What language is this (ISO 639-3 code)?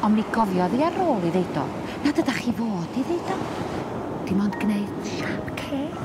cym